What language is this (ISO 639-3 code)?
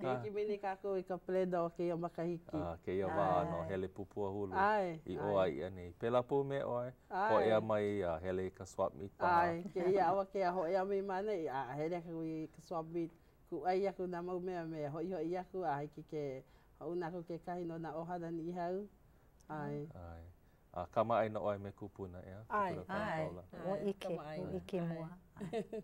haw